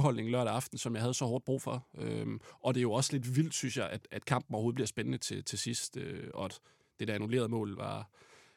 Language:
Danish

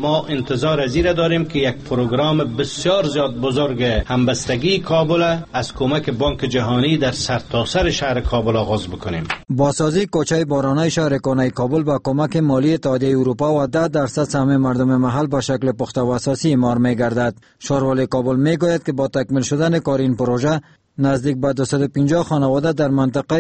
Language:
Persian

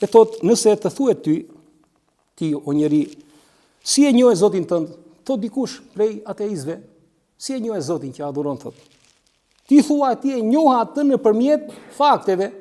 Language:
Albanian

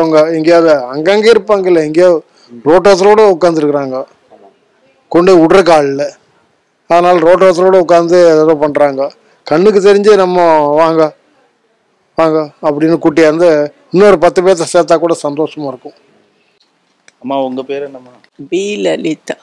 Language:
Tamil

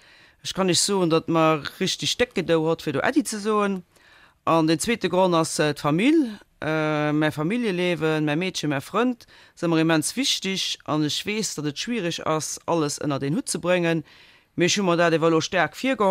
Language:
Luxembourgish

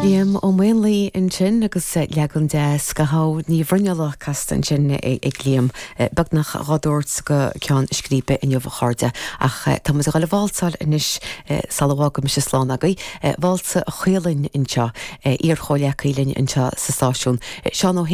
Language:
Irish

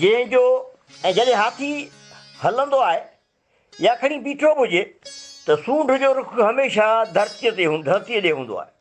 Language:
Sindhi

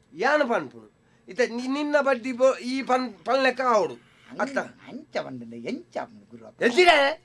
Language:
Tulu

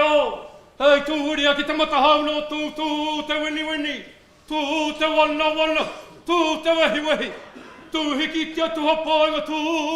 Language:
Māori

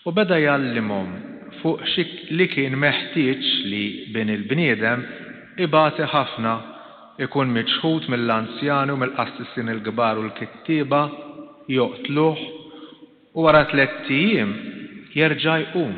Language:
Maltese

